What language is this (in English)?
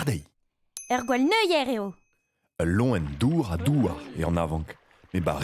Breton